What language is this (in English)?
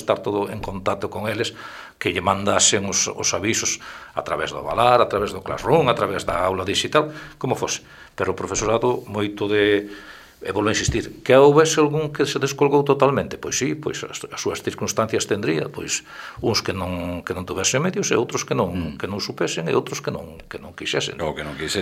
Galician